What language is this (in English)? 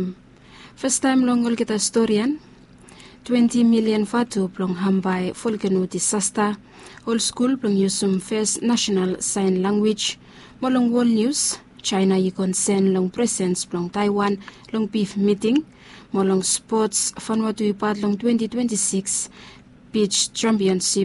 Bislama